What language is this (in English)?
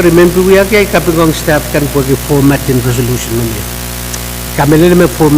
Pohnpeian